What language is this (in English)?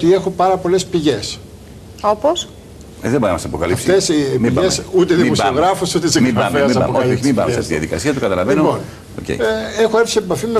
Greek